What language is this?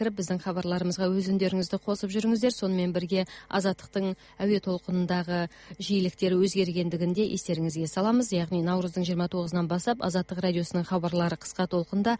Kazakh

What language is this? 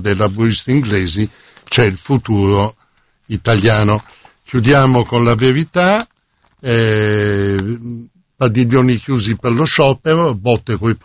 Italian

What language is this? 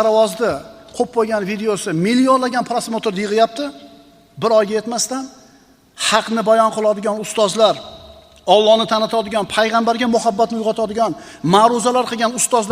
Uzbek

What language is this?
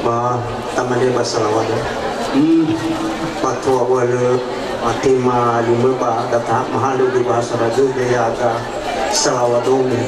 Nias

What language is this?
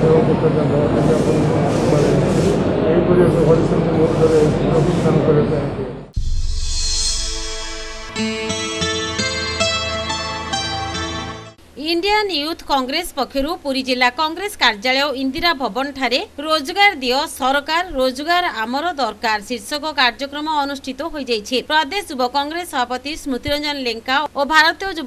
Odia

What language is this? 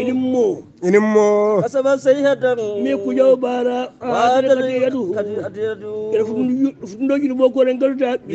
Hausa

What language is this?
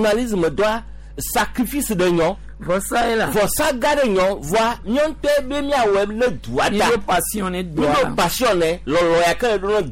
Gen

